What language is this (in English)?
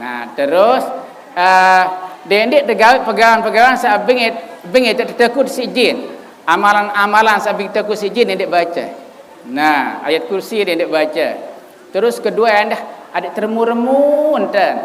Sasak